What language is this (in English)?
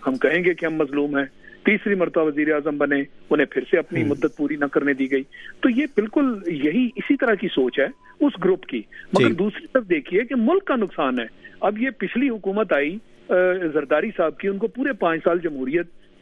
Urdu